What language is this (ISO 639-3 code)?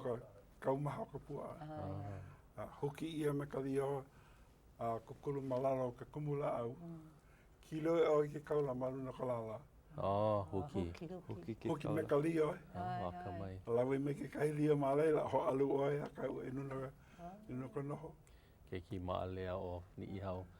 haw